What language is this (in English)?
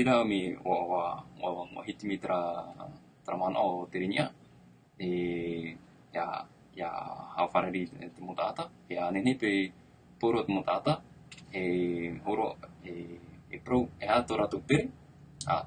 Tahitian